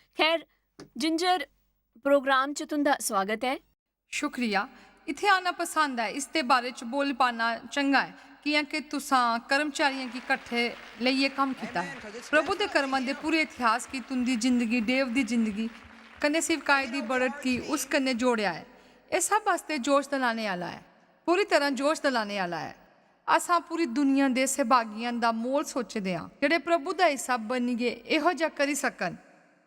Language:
Dogri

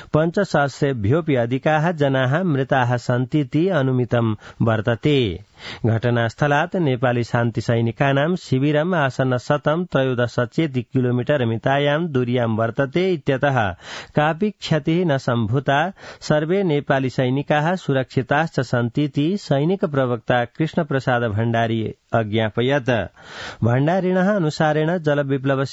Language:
Sanskrit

